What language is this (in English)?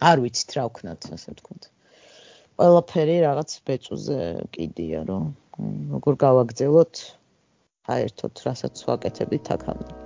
Georgian